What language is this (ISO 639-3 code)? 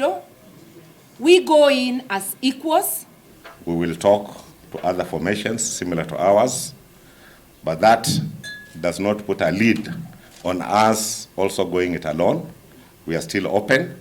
kam